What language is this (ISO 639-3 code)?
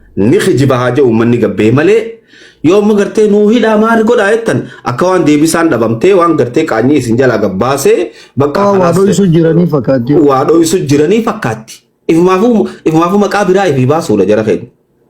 orm